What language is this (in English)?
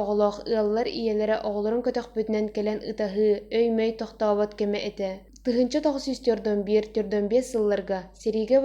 Yakut